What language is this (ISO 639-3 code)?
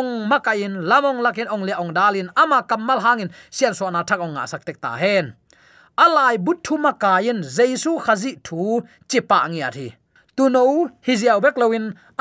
ctd